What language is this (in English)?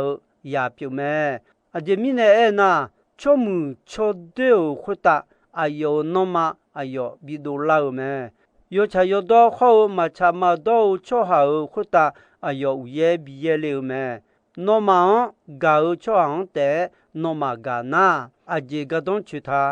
Akha